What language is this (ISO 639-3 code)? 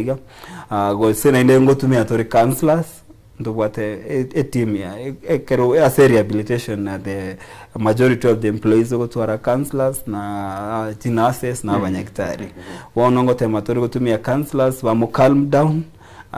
guz